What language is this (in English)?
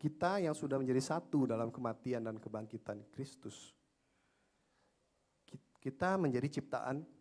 Indonesian